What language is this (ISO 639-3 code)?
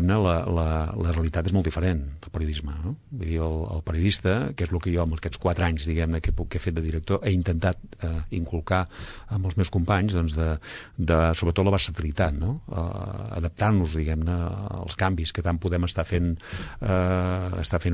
cat